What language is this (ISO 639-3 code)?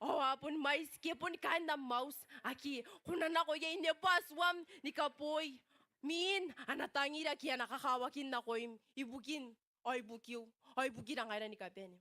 gil